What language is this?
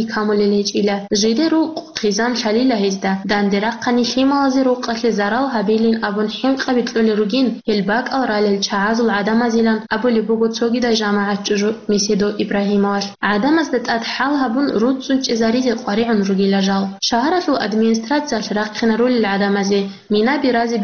Avaric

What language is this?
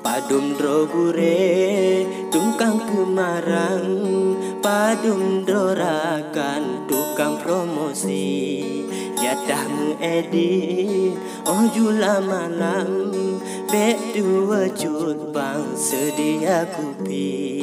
Achinese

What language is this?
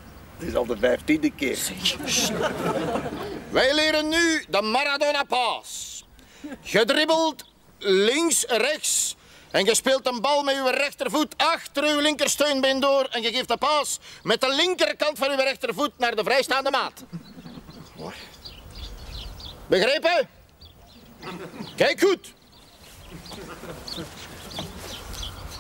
Dutch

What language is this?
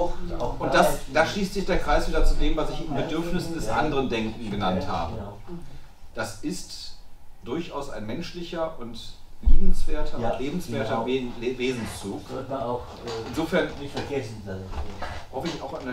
German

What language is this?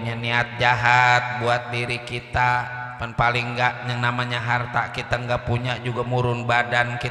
Betawi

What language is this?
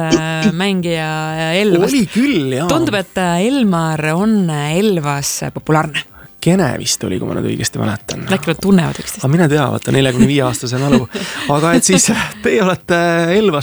Estonian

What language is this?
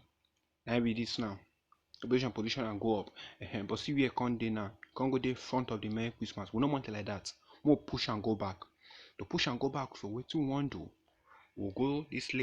Nigerian Pidgin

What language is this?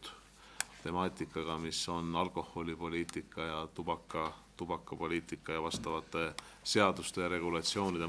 Estonian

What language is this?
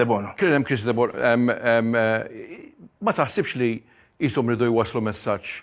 Maltese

